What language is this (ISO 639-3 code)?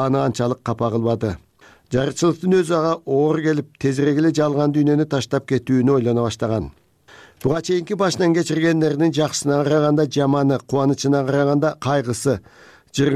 kir